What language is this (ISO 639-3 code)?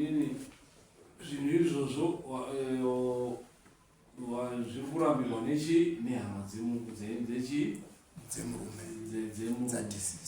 sna